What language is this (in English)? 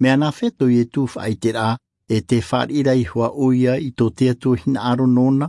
Tahitian